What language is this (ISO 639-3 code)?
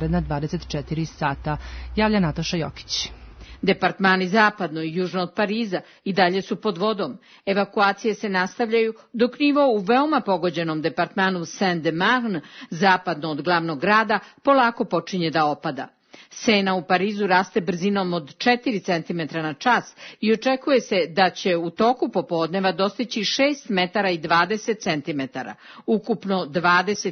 srp